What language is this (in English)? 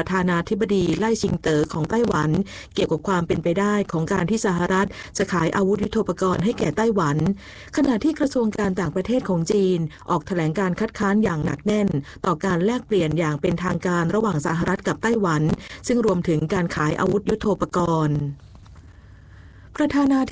Thai